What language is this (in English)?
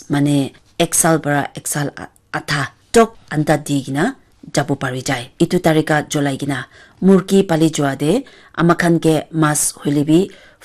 Naga Pidgin